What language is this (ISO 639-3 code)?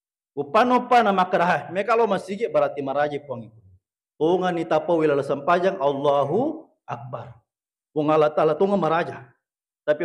bug